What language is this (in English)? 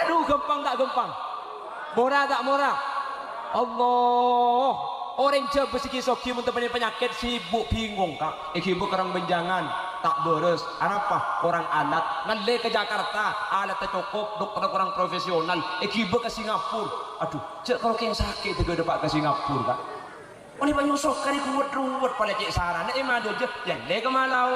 Madurese